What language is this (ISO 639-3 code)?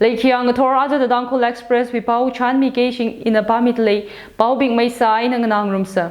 nmf